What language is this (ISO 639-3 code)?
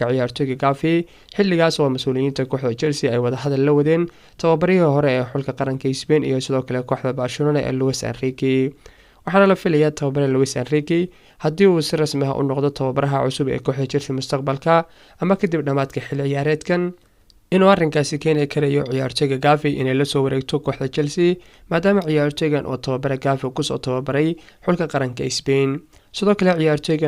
som